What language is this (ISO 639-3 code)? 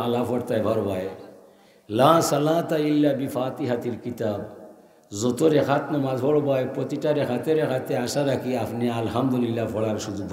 syl